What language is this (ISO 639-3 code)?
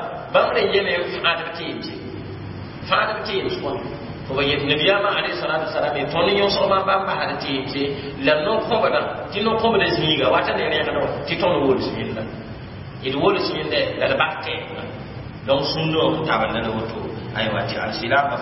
mos